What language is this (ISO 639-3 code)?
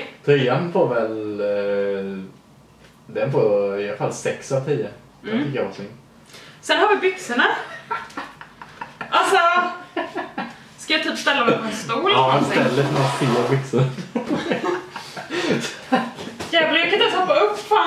swe